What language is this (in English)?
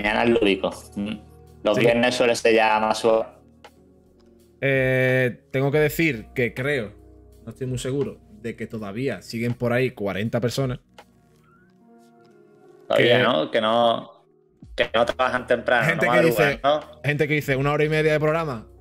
Spanish